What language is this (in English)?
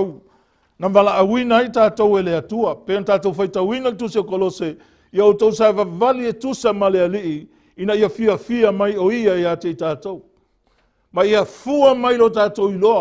Samoan